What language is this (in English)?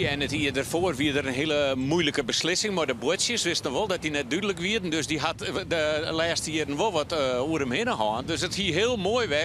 Western Frisian